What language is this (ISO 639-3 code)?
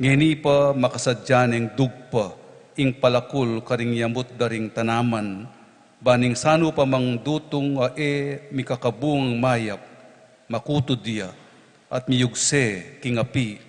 pam